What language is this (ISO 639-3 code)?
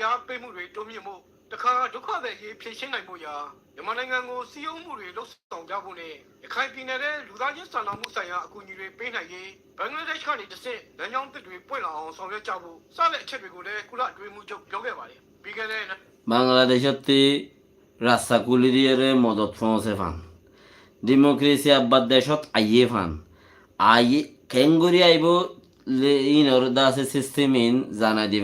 rhg